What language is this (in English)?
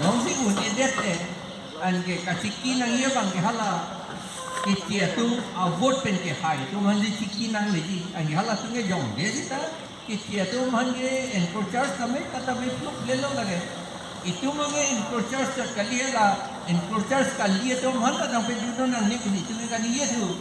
Karbi